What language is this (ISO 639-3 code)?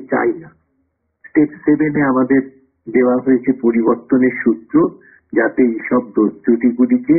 ben